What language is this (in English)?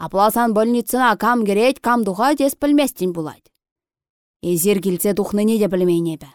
Chuvash